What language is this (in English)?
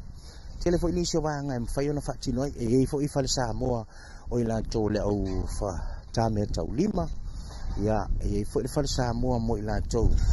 Samoan